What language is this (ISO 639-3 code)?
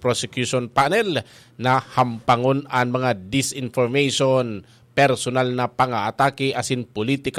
bik